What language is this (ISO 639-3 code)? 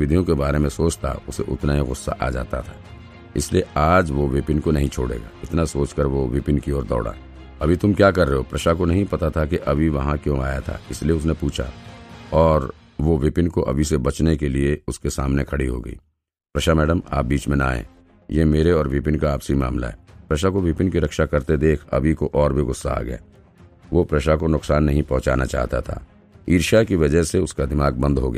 hin